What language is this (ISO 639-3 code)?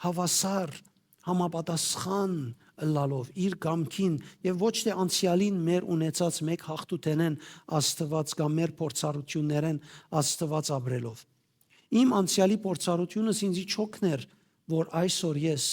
hyw